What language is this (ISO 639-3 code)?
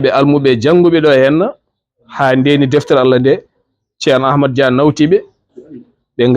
ful